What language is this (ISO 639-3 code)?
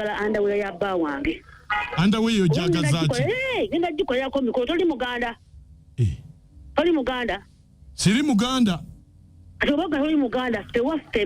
lug